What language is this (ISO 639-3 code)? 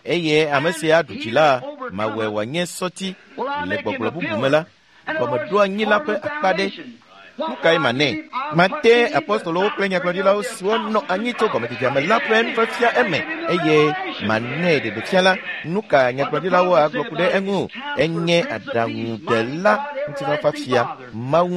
ewe